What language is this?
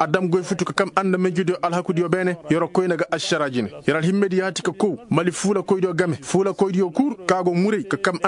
Koyraboro Senni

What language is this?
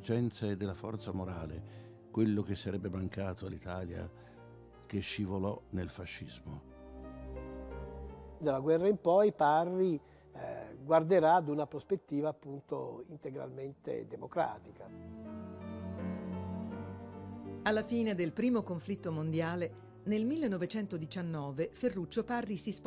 Italian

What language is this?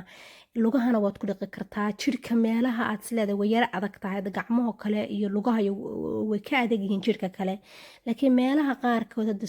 Somali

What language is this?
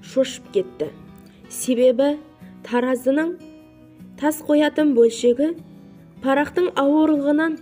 Kazakh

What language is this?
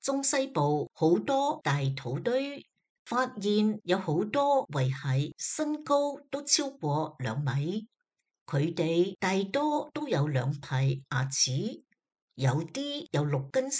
Cantonese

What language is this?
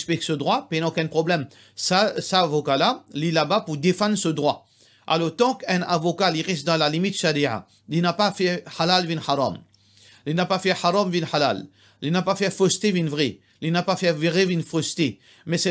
Morisyen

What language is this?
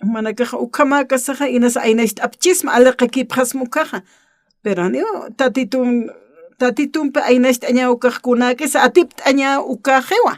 Aymara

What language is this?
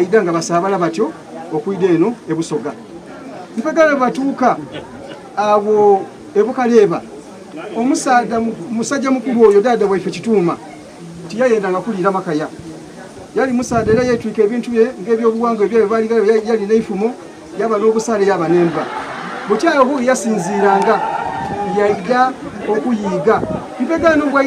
Soga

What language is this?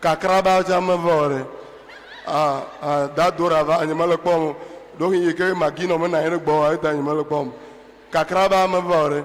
Ewe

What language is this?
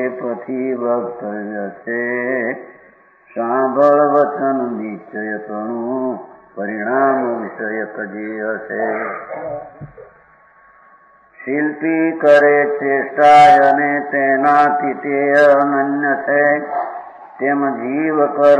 Gujarati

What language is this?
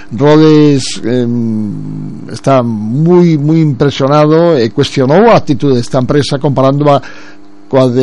Galician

